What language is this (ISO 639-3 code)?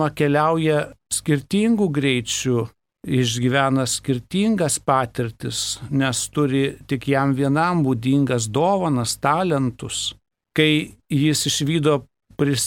lit